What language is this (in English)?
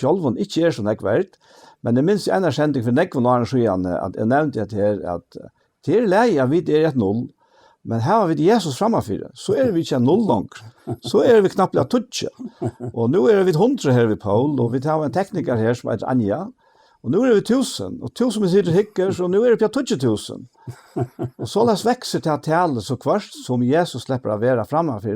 Faroese